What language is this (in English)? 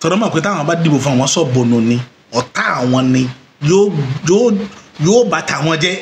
Yoruba